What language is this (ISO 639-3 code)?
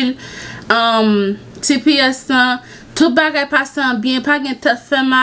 hat